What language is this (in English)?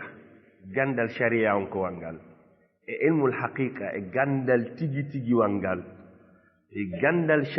Fula